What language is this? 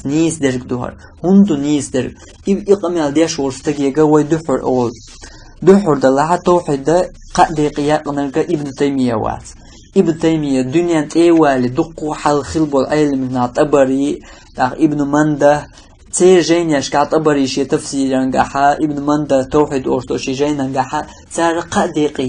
Chechen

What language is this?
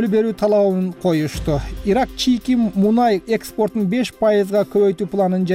Kyrgyz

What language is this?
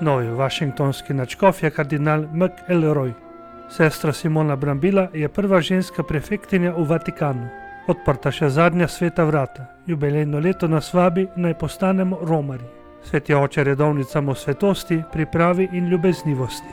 Slovenian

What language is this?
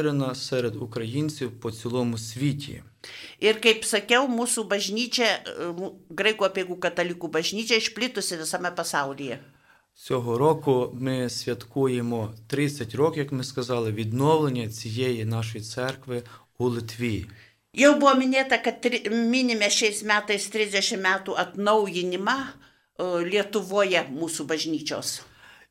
Lithuanian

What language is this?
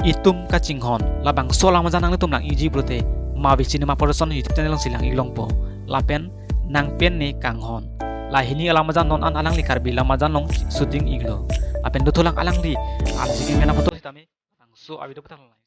Karbi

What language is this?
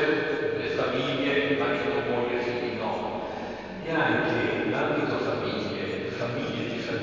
Italian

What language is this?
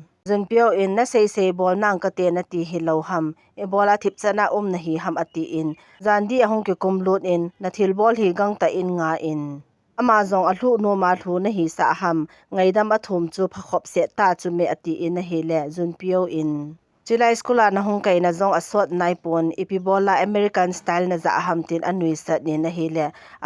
Thado Chin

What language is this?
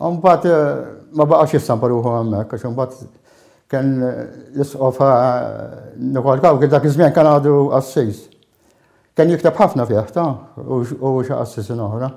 Maltese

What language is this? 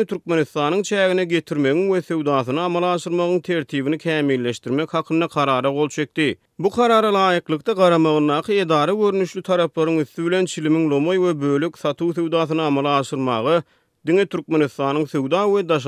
Turkmen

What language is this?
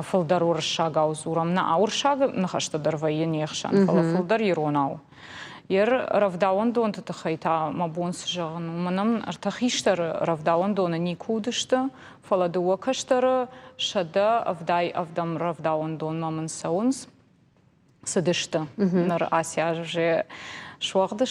Ossetic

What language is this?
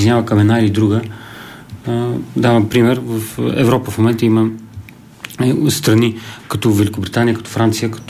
Bulgarian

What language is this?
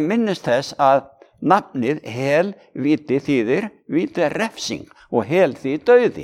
Icelandic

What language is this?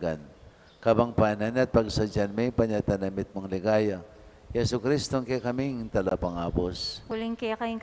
Pampanga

